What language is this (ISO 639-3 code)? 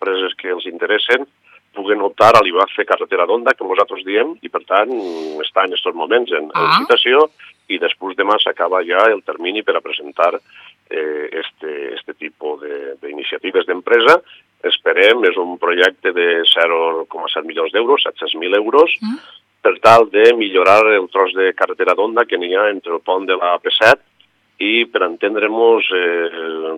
cat